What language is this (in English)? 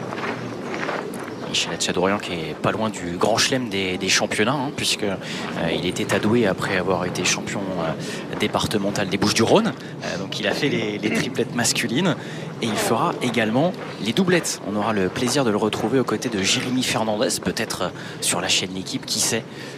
French